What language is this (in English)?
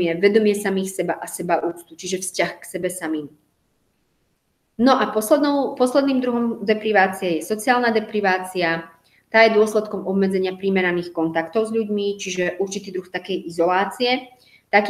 Slovak